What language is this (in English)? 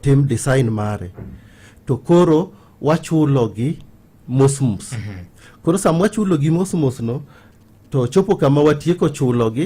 Luo (Kenya and Tanzania)